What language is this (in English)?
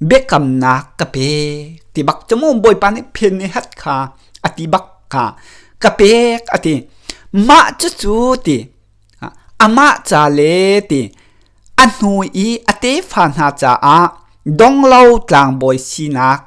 Hakha Chin